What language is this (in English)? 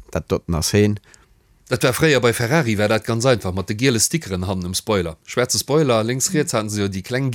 Luxembourgish